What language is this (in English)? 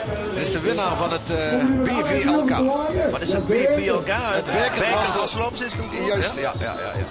Limburgish